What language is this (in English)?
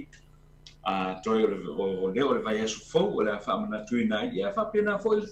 Samoan